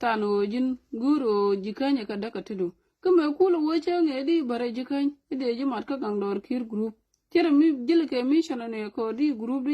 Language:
Nuer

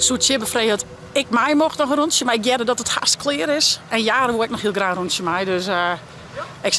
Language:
Western Frisian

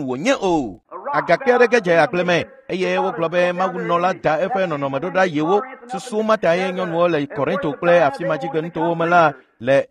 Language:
Ewe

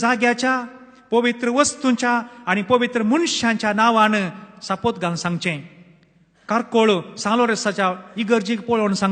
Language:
Konkani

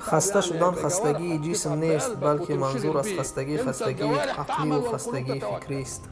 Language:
Tajik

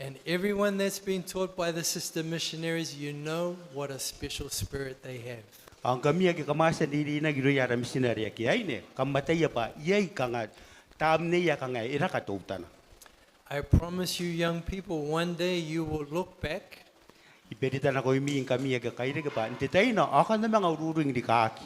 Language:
Gilbertese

